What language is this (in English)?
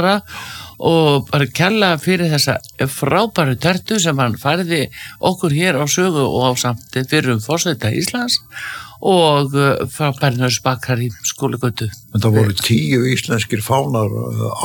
Icelandic